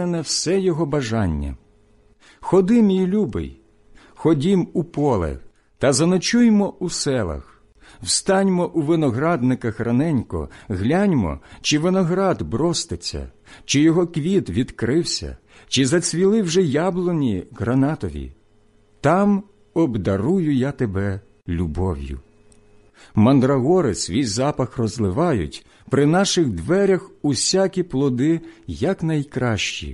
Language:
Ukrainian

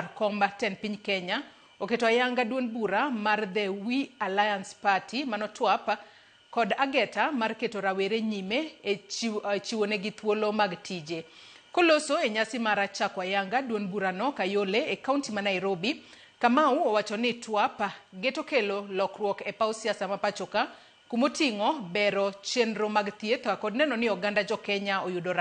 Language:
Luo (Kenya and Tanzania)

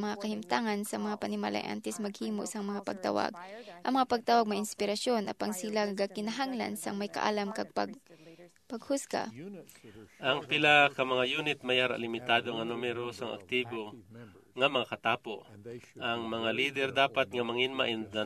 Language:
Hiligaynon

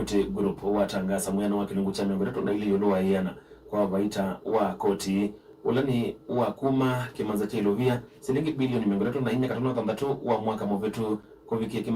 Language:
Kamba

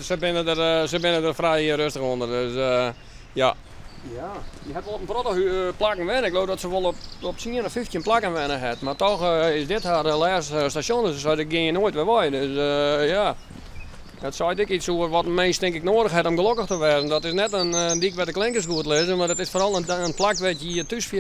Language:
Western Frisian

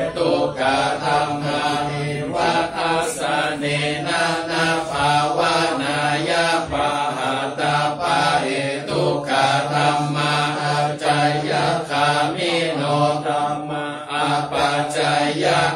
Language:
Pali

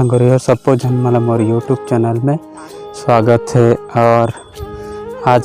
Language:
Chhattisgarhi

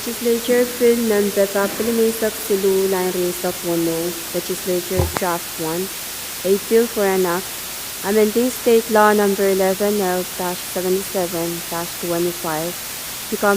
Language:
Pohnpeian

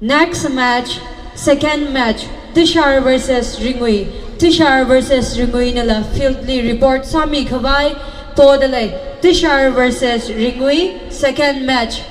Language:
Tangkhul Naga (India)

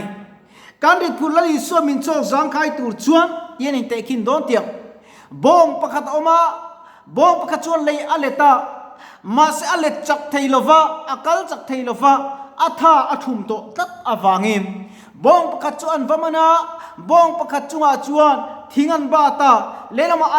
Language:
Mizo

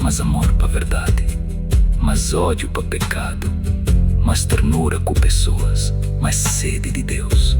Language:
Kabuverdianu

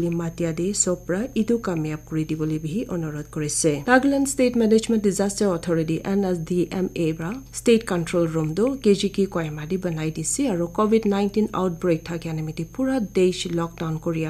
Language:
Naga Pidgin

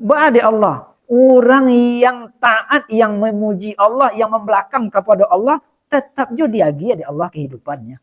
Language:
Minangkabau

